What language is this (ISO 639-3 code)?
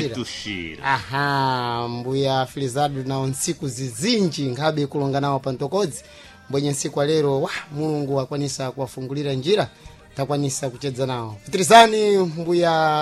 seh